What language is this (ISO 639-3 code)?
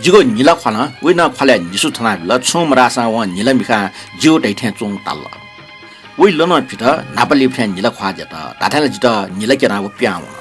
new